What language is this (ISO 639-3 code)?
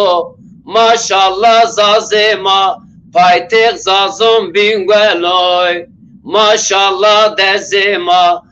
zza